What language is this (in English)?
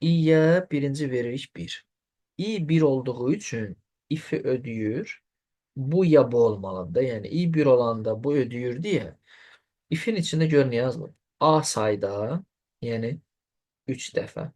Azerbaijani